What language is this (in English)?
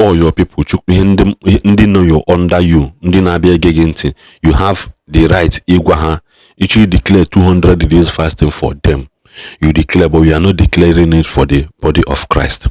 Igbo